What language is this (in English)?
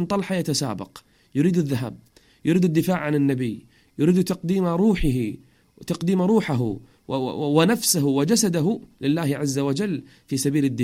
Arabic